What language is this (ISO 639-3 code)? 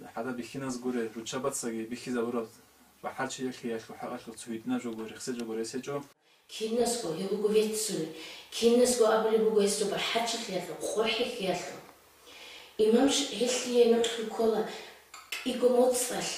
ava